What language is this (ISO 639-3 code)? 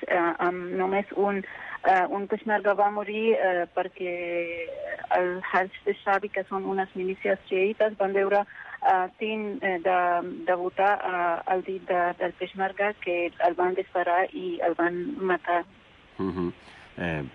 cat